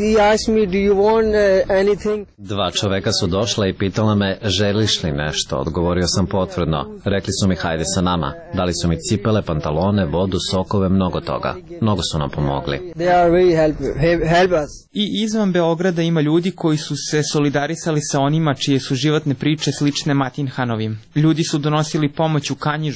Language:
Serbian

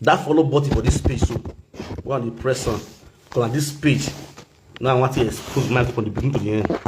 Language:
Nigerian Pidgin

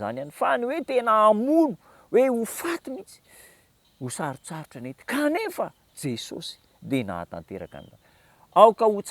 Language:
Malagasy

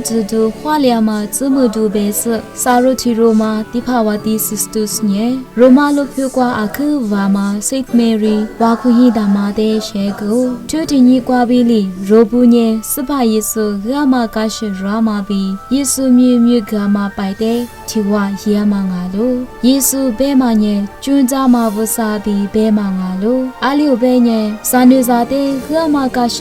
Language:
Lisu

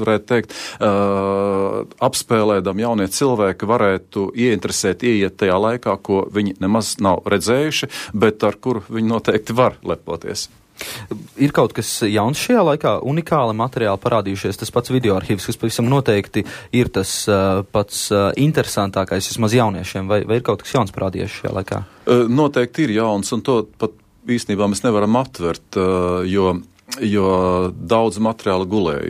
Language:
Latvian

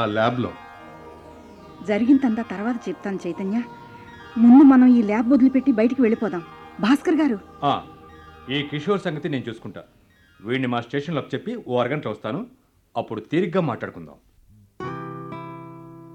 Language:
Telugu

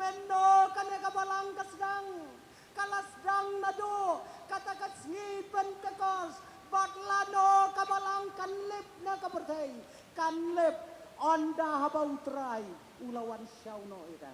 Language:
Khasi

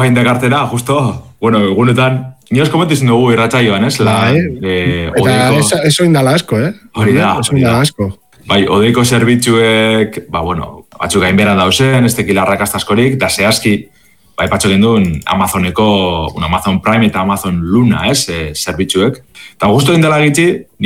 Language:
Basque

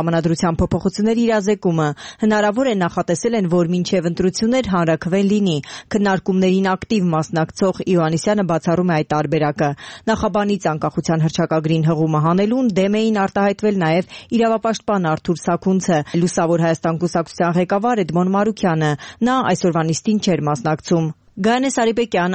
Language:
Armenian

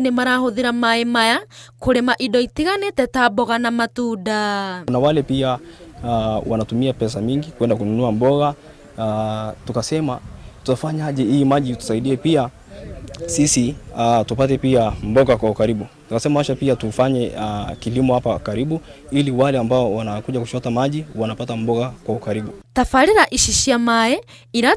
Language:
Kikuyu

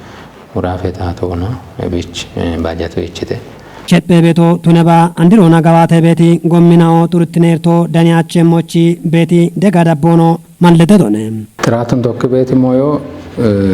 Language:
Kafa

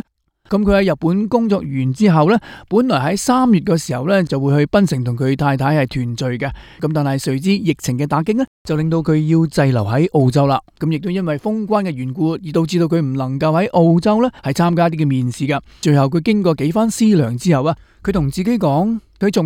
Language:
Cantonese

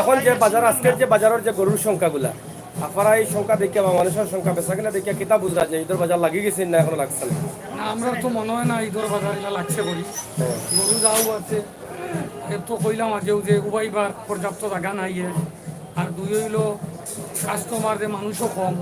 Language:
Sylheti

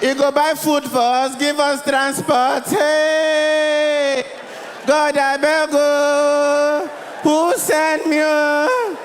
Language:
Nigerian Pidgin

